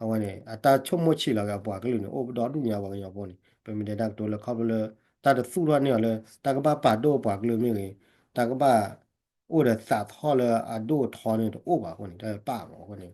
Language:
S'gaw Karen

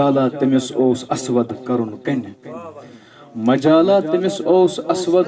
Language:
Kashmiri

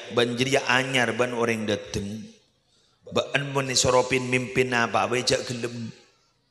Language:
Madurese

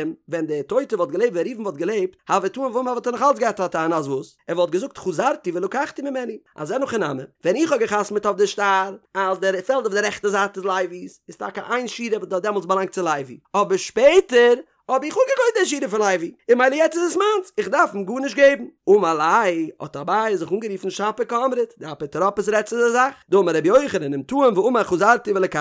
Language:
Yiddish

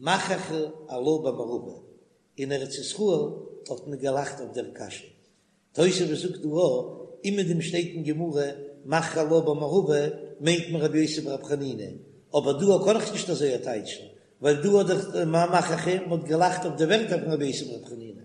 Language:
Yiddish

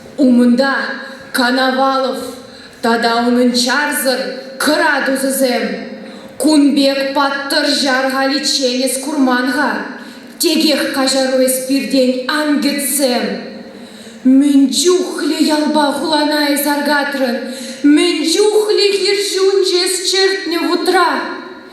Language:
Chuvash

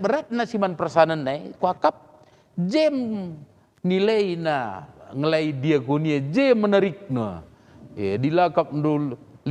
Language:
Batak Karo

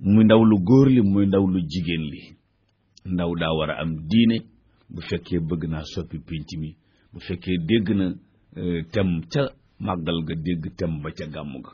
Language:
Wolof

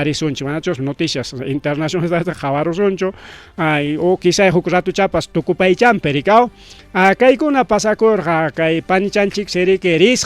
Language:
Ayacucho Quechua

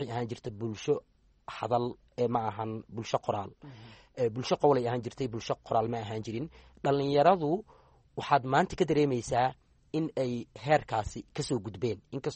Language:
Somali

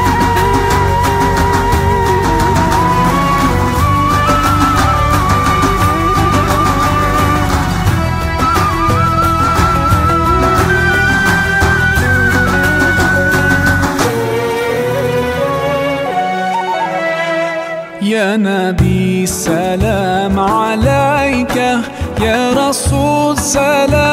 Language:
Arabic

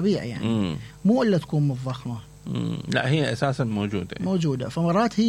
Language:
Mesopotamian Arabic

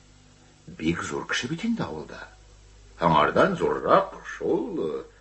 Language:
Tatar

